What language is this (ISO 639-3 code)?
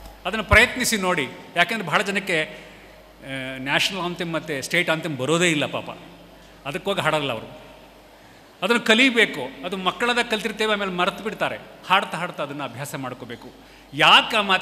kan